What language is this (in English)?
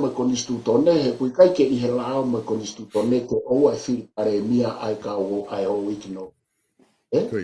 Tongan